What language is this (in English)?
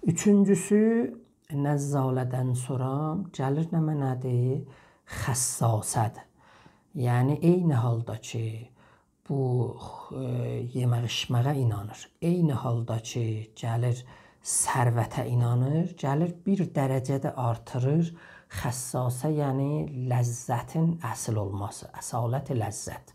South Azerbaijani